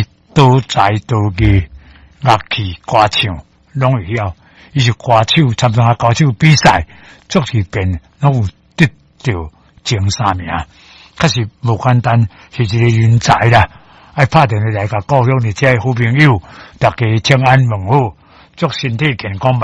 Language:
Min Nan Chinese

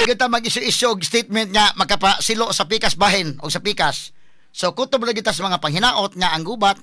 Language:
Cebuano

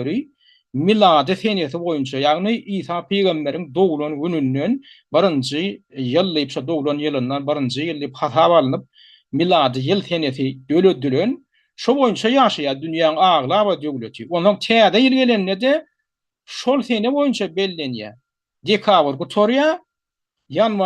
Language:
Turkmen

